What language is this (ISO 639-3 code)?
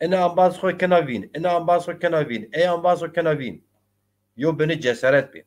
zza